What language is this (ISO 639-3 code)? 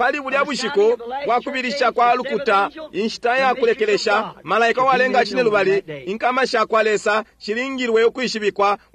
bem